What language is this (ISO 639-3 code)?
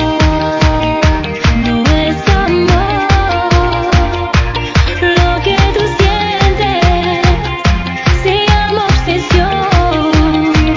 spa